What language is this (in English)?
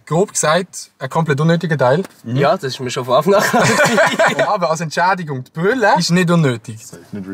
Swiss German